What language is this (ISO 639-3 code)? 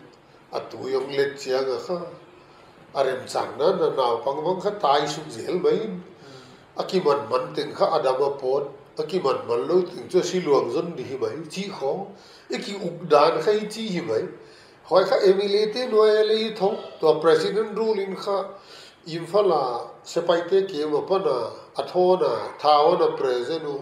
pck